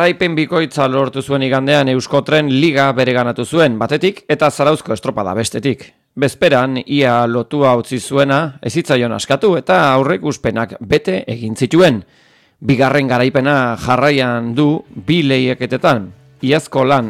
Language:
Basque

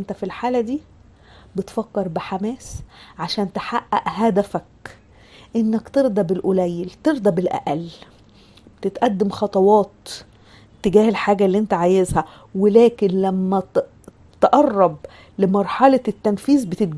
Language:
Egyptian Arabic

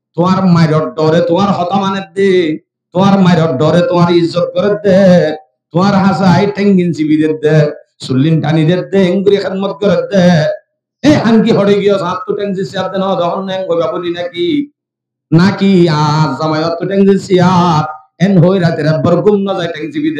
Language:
Rohingya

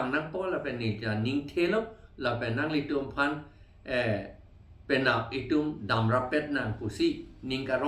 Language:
Karbi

